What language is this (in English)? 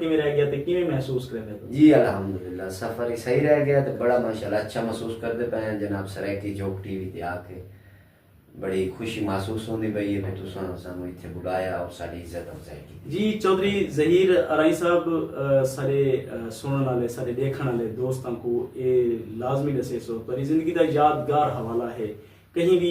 Saraiki